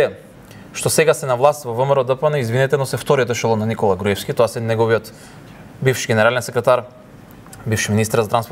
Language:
Macedonian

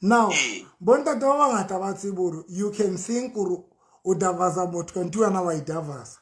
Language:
Southern Sotho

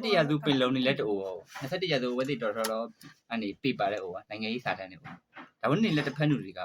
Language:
S'gaw Karen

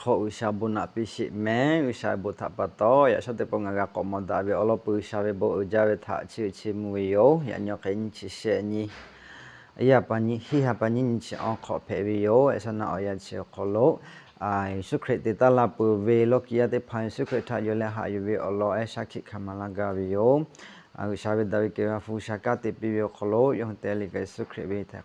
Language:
Lahu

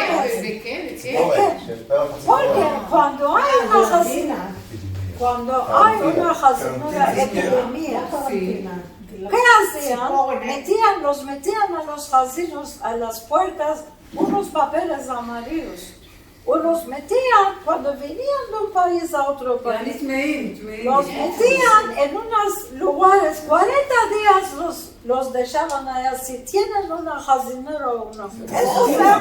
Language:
Ladino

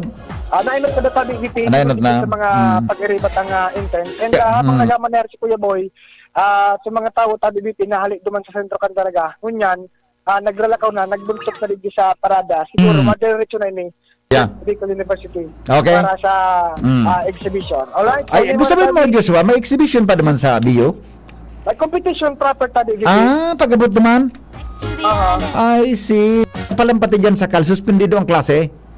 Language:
Bikol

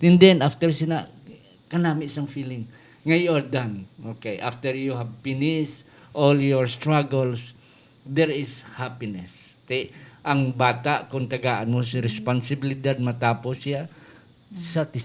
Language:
Hiligaynon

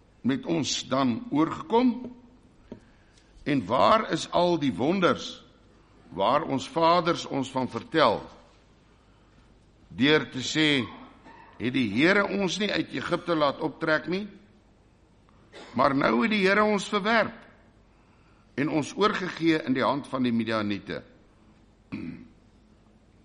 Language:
Afrikaans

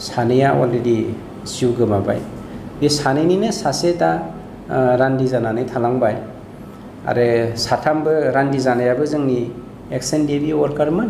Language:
Bodo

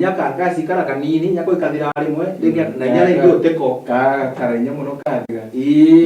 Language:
Meru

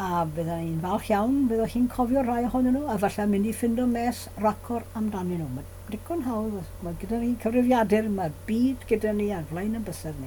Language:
Welsh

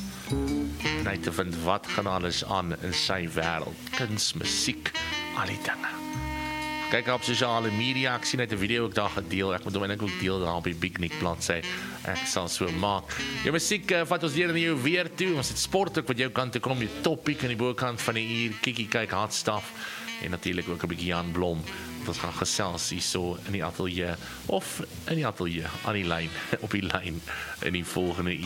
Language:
Afrikaans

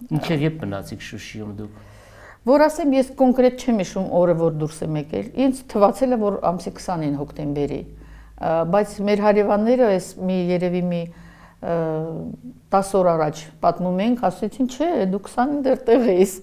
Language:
Armenian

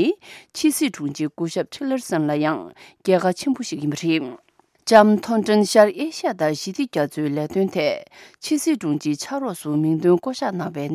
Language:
Tibetan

